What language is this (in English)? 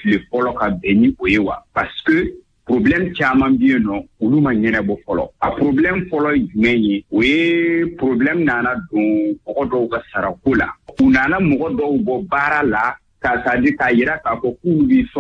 Bambara